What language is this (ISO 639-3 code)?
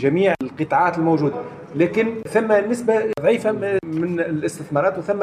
aeb